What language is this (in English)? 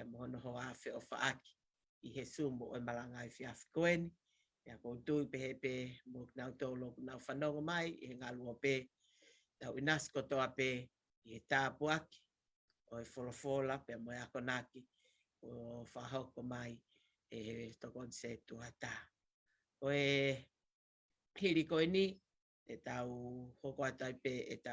Tongan